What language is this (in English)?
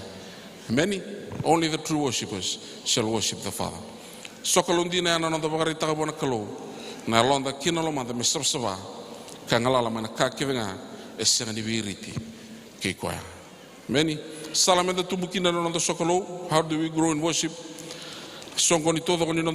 Fijian